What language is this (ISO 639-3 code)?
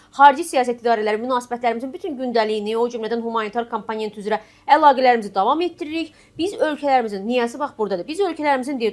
aze